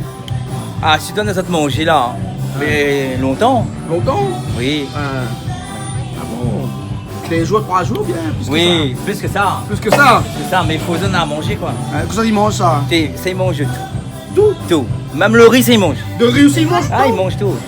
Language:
Réunion Creole French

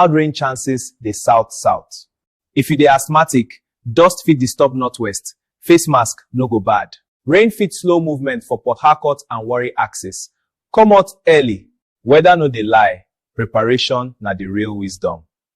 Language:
Nigerian Pidgin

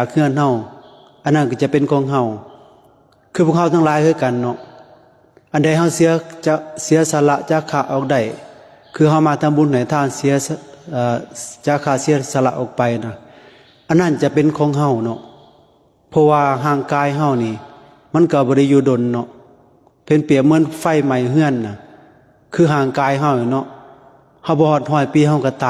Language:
Lao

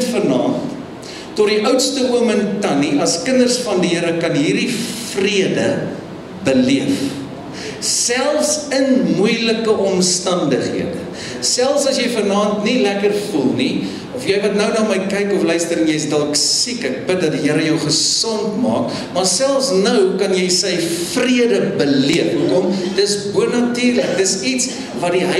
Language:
Afrikaans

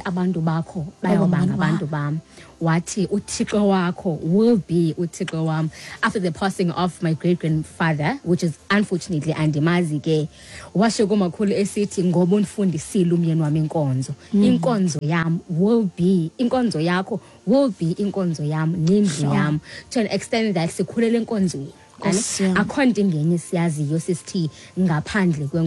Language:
Xhosa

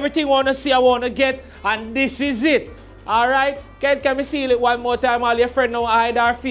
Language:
Jamaican Creole English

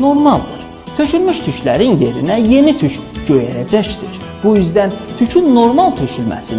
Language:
South Azerbaijani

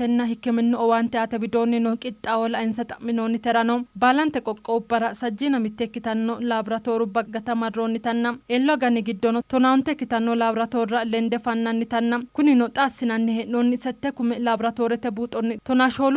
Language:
Sidamo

